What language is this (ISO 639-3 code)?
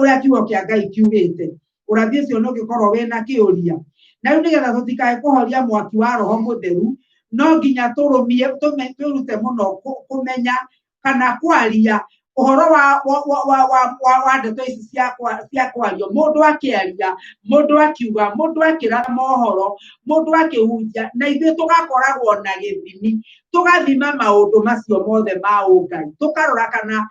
kik